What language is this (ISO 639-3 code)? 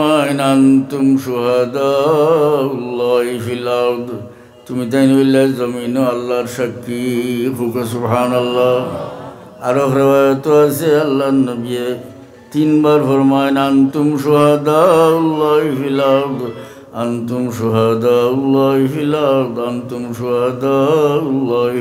syl